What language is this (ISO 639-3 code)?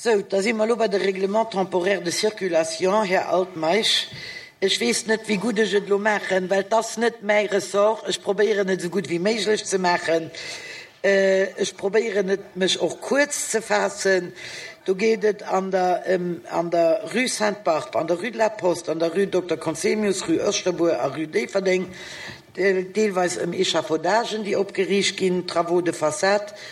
ltz